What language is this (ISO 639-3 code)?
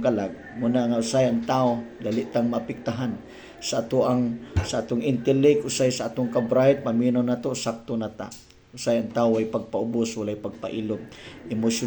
ceb